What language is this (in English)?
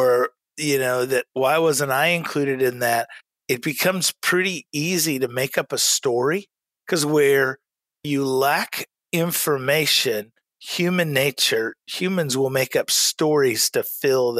English